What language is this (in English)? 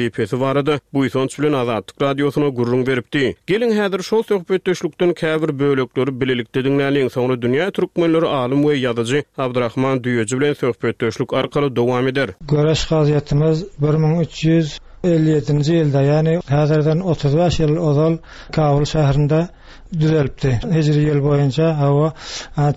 Turkmen